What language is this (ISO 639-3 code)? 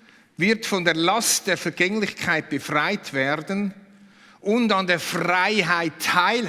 gsw